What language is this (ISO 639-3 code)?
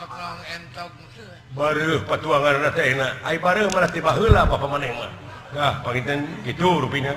sun